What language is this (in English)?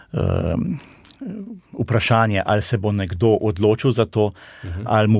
Slovenian